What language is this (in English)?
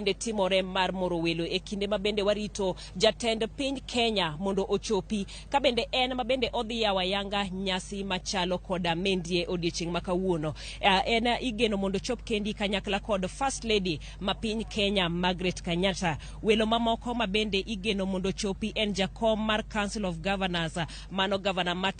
Luo (Kenya and Tanzania)